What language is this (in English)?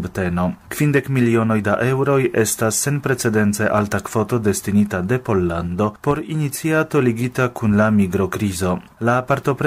Esperanto